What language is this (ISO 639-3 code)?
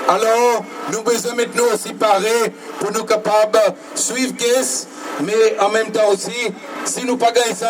crs